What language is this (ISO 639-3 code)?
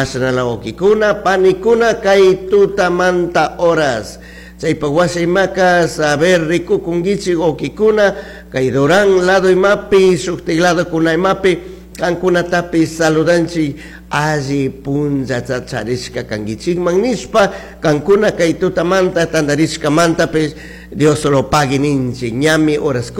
qug